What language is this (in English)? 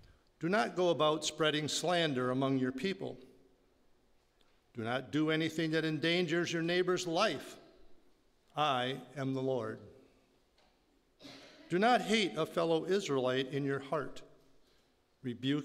English